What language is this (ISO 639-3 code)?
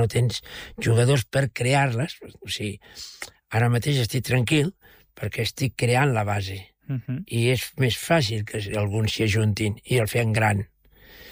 cat